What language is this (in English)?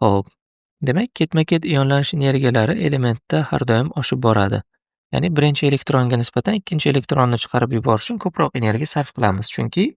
Uzbek